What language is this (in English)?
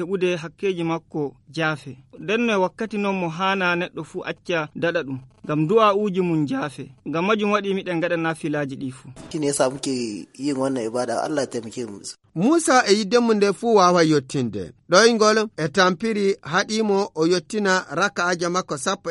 Nigerian Fulfulde